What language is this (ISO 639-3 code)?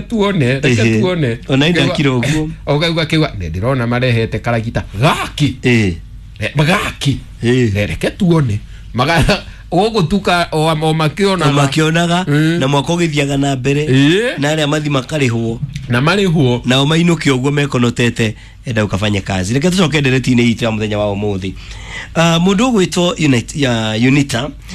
kik